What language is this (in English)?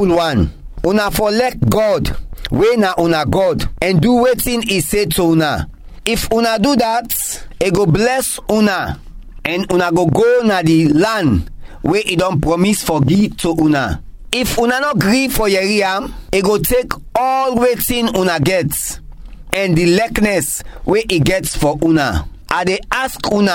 Krio